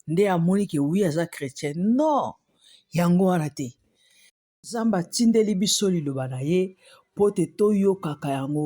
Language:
Lingala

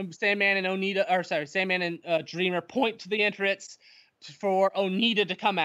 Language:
English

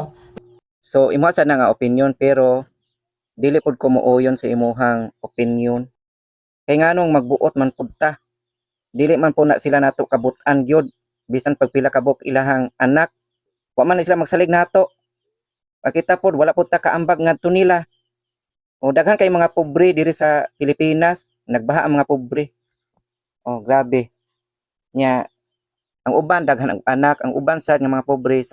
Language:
Cebuano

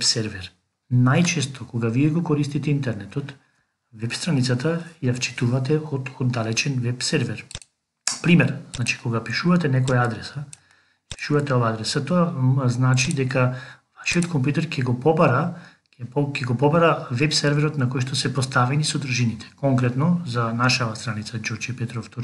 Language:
Macedonian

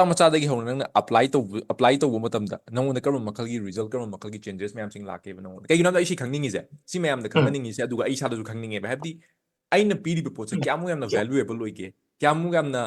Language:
Manipuri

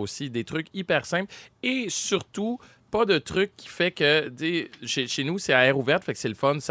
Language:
French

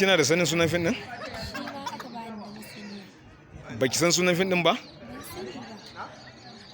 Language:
Hausa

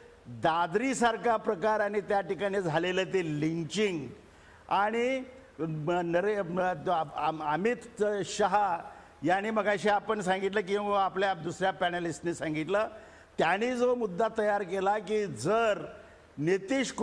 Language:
Marathi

